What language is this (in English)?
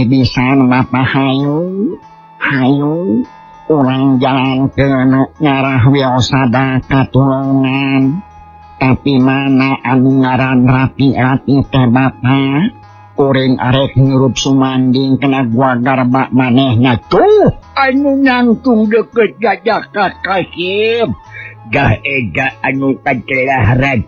Sundanese